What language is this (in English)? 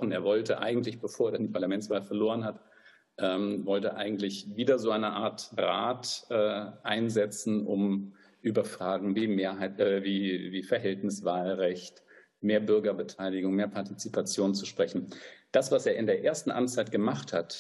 German